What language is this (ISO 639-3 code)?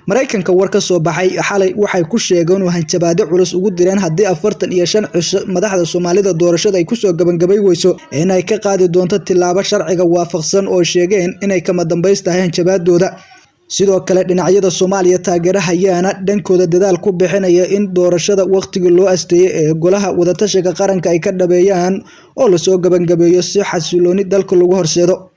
som